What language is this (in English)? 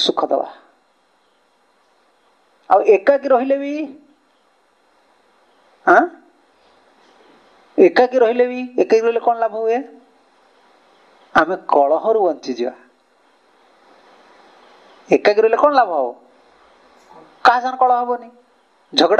Odia